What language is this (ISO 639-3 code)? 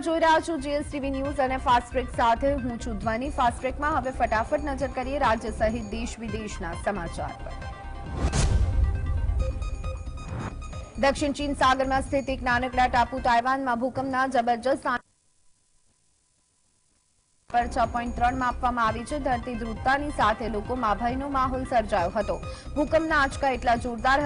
guj